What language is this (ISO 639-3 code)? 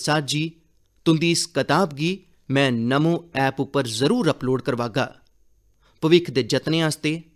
doi